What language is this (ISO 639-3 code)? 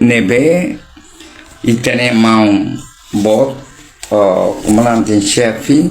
tet